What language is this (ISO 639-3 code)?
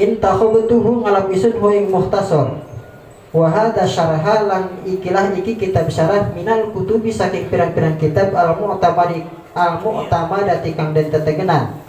sun